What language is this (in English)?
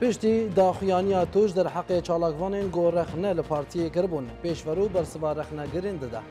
Kurdish